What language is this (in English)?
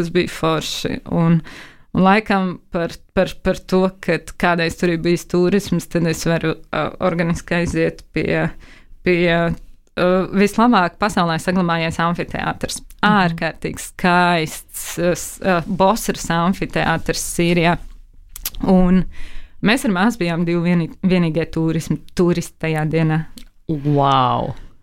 Latvian